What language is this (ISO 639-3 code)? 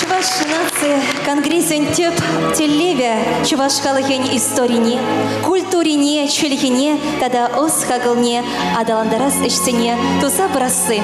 chv